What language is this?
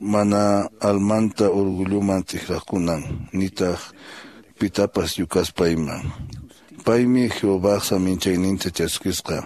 Quechua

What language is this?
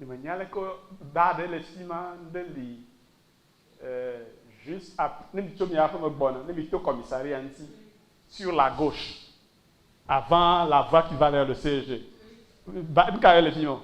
Ewe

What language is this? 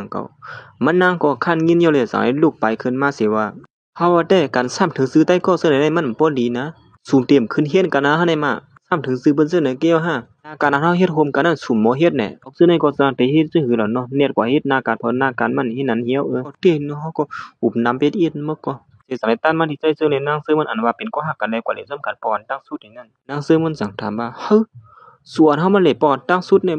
Shan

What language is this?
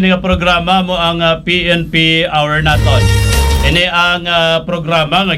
Hiligaynon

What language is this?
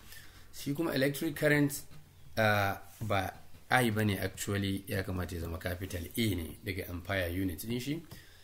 Hausa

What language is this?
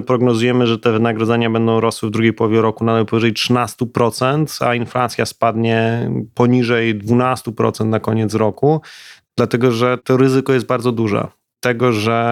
Polish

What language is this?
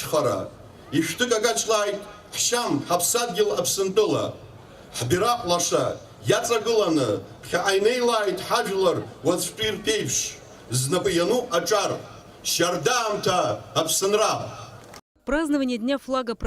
Abkhazian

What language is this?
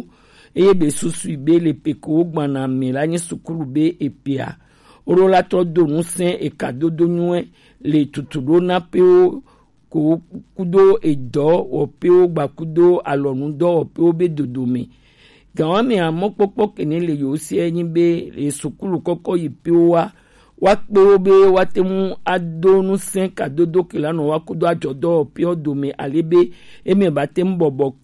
Gen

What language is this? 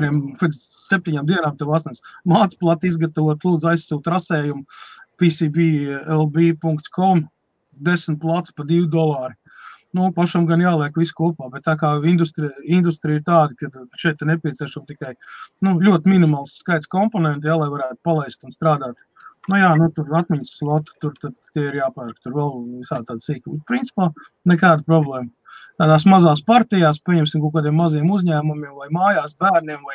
Latvian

